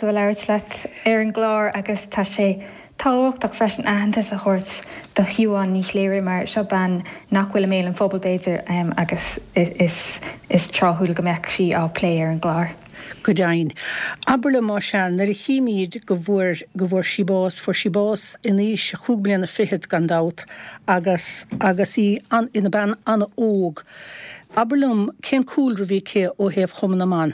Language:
Irish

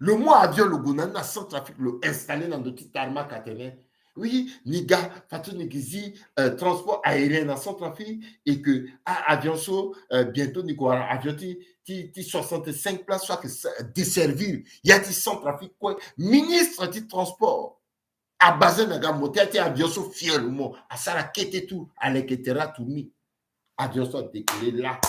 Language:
Sango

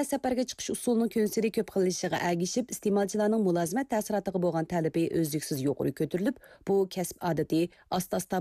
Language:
Uyghur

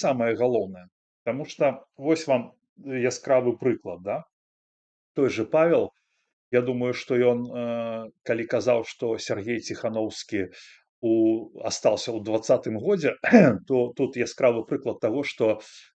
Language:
Belarusian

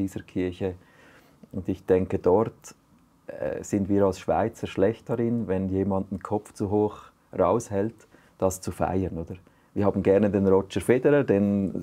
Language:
Swiss German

